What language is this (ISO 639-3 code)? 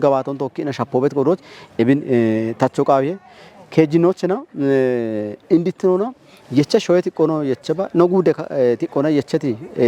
kbr